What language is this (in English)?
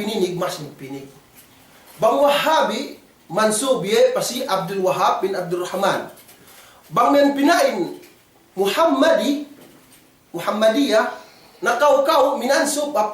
Yakan